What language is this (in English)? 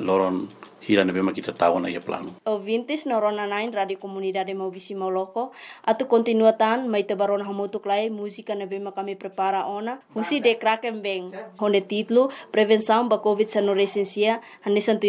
Tetum